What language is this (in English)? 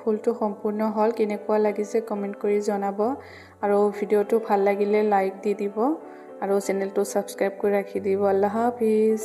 Assamese